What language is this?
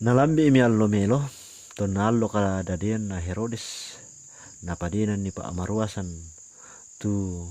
Toraja-Sa'dan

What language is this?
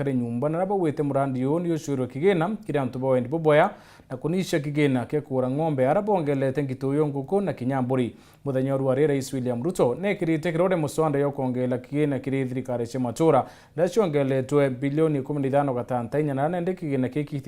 Meru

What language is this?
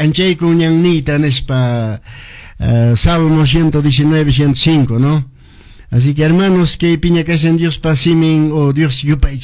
Quechua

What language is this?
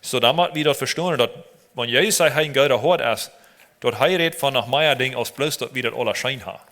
Plautdietsch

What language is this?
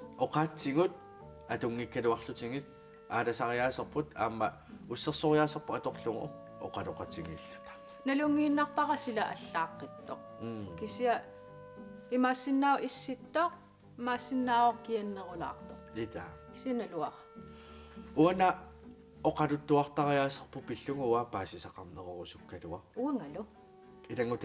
Kalaallisut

